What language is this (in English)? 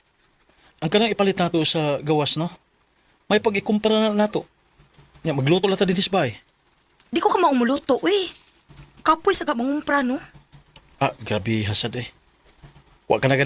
Cebuano